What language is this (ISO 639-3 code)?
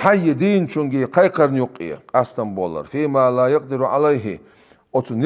che